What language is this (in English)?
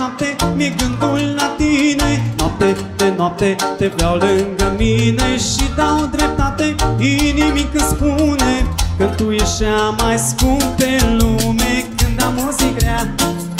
Romanian